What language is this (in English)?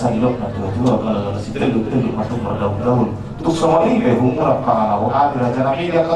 Batak Toba